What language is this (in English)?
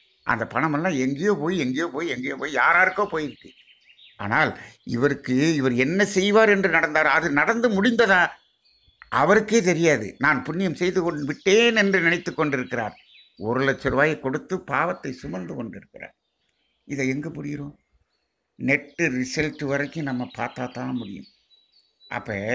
Tamil